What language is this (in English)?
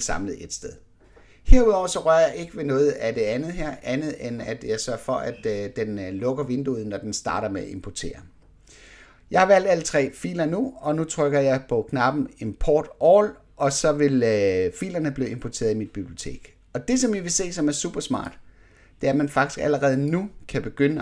Danish